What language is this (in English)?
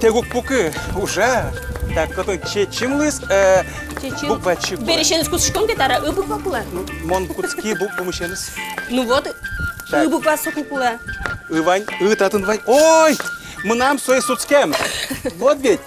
Udmurt